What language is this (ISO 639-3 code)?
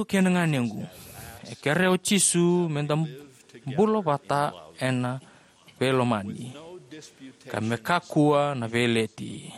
fij